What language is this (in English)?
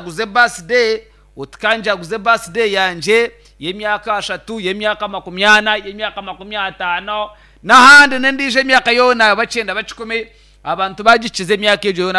Nyankole